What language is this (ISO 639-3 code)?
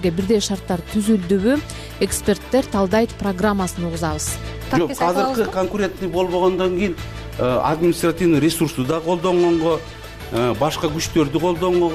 kir